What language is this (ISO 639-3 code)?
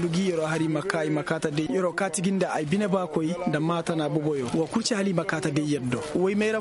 ses